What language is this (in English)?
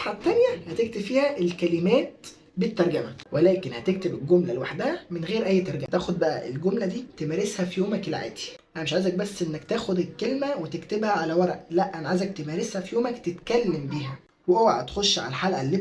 Egyptian Arabic